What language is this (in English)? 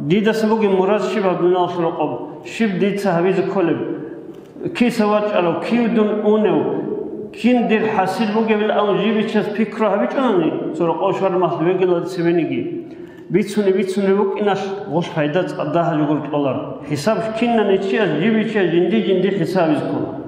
Avaric